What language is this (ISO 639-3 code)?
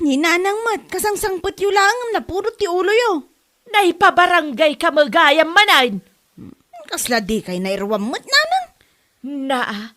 ilo